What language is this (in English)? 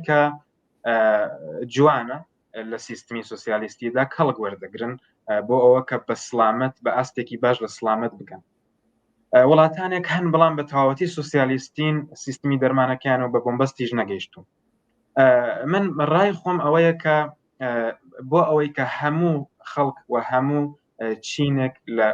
Central Kurdish